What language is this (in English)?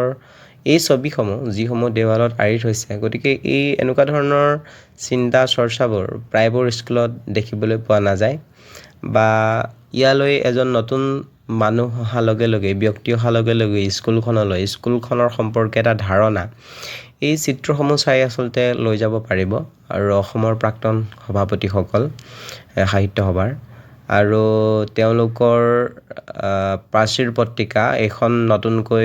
Assamese